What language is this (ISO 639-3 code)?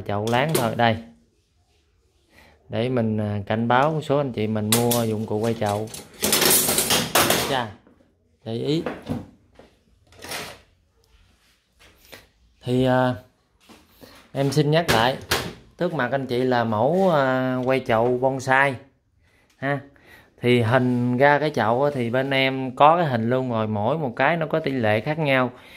vie